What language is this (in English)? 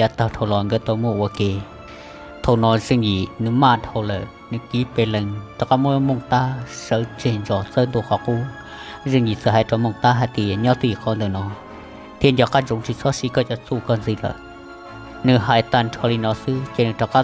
Hmong